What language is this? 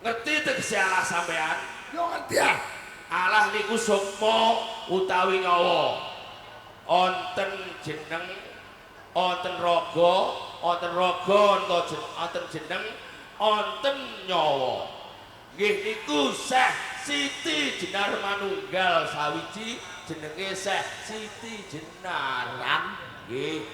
Javanese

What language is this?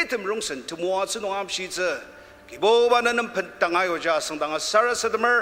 Ao Naga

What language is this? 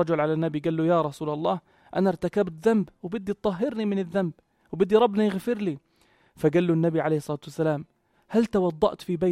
North Levantine Arabic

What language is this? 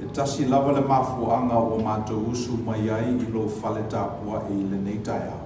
Samoan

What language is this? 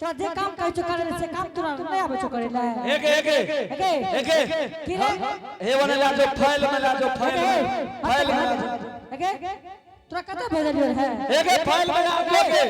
Angika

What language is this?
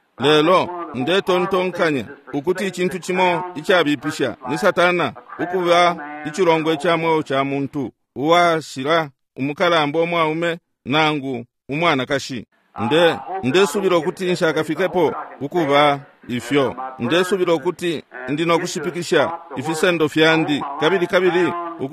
Bemba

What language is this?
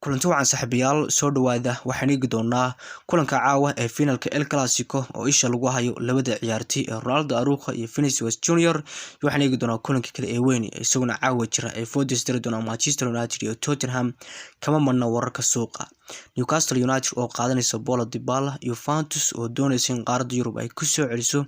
Somali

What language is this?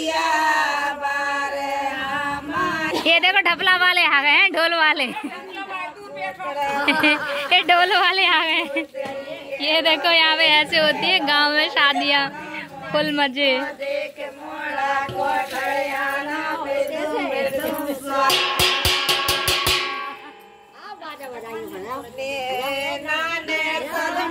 Hindi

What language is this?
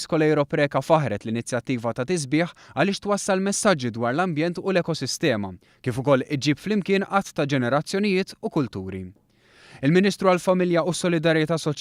Maltese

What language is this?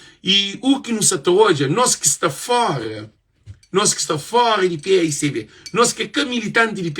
Kabuverdianu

